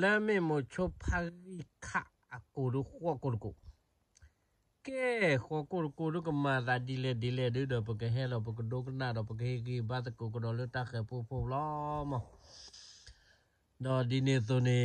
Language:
S'gaw Karen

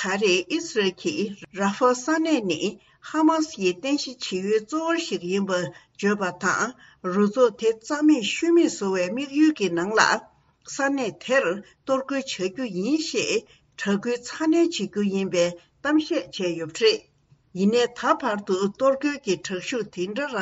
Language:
Tibetan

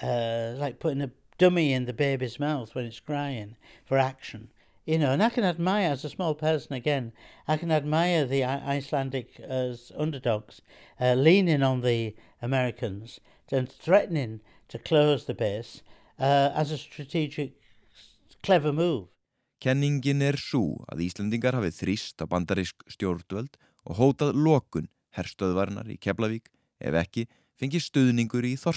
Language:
Icelandic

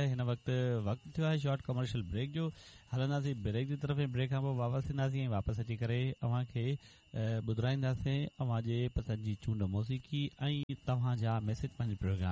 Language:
Sindhi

